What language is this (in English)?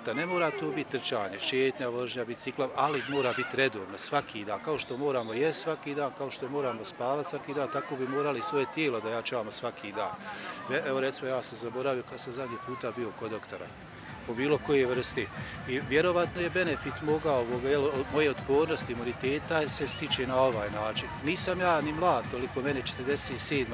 Bosnian